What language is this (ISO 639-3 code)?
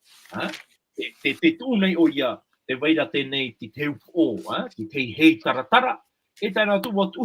tah